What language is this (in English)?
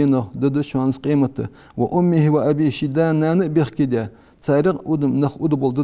Ingush